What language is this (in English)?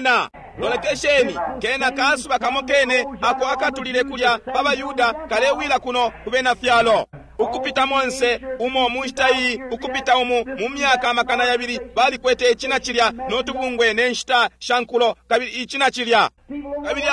Bemba